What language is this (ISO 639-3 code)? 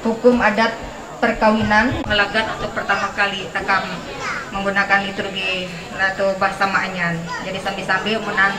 mhy